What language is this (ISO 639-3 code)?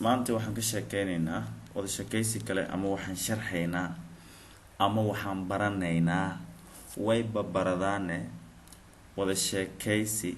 som